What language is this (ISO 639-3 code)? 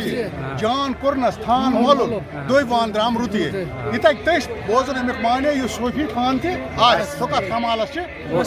kas